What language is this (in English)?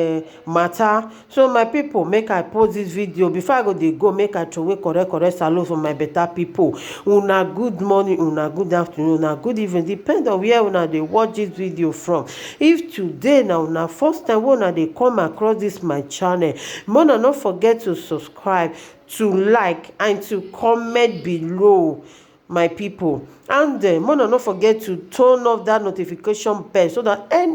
Nigerian Pidgin